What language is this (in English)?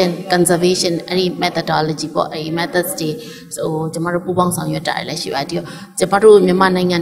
Burmese